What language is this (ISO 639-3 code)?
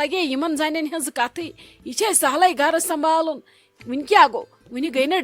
kas